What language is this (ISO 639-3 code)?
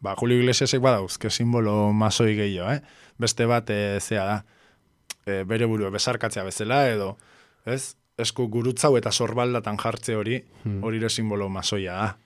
eus